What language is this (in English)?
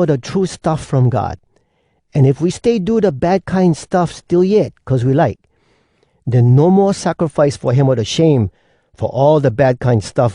Hawai'i Creole English